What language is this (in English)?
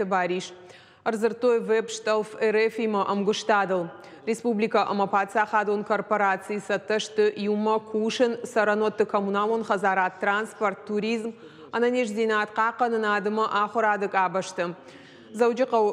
Ossetic